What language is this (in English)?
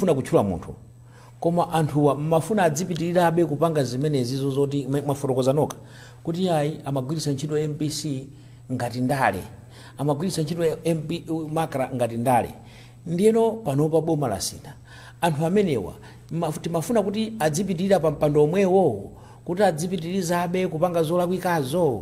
Nyanja